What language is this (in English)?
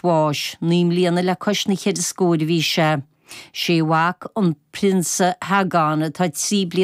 Irish